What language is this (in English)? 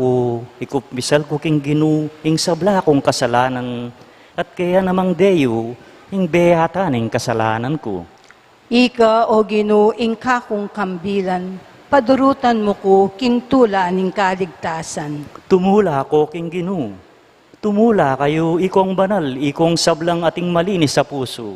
Pampanga